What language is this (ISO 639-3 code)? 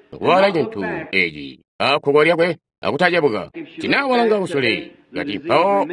toi